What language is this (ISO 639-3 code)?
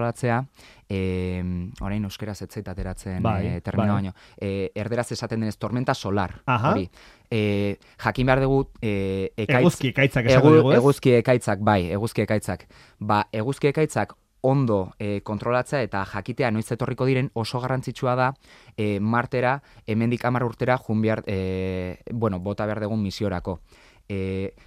eus